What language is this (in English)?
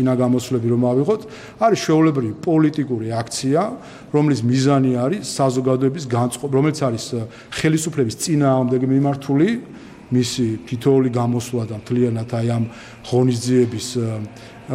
Georgian